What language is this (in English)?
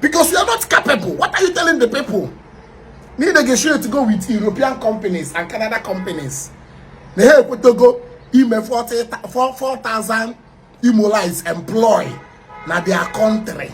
Igbo